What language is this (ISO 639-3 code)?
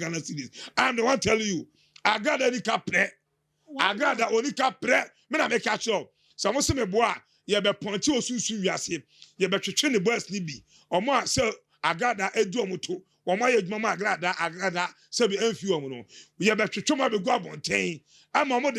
aka